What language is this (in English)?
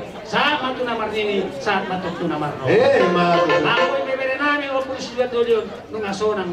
Batak Toba